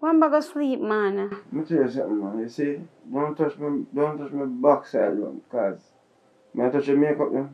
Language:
Jamaican Creole English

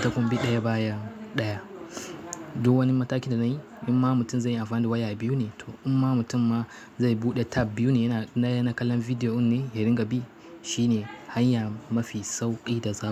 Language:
Hausa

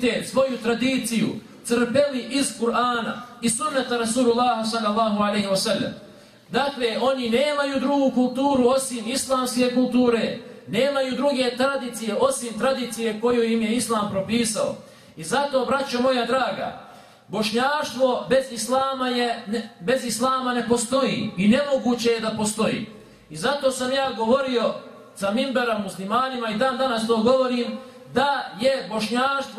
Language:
Bosnian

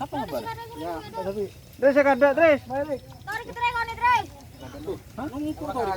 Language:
Madurese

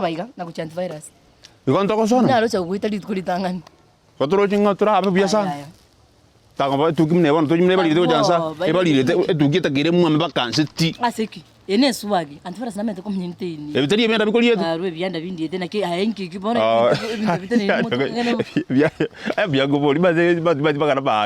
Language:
Gusii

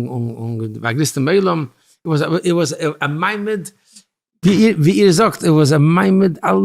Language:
Yiddish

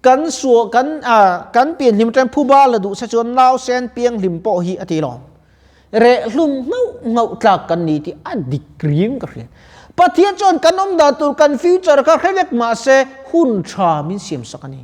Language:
Mizo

